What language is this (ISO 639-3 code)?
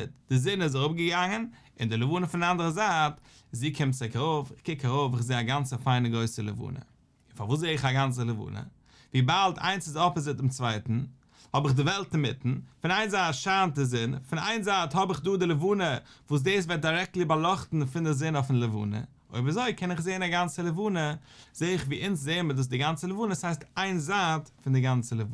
yid